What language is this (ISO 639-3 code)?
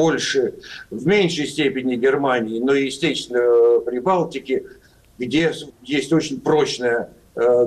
rus